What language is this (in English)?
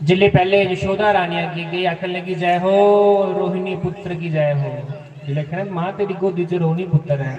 Dogri